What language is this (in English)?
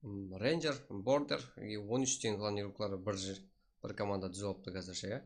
Kara-Kalpak